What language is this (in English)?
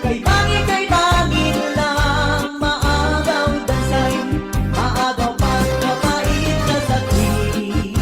Waray